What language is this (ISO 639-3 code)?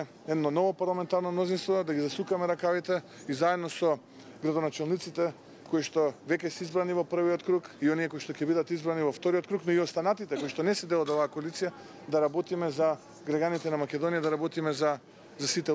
mkd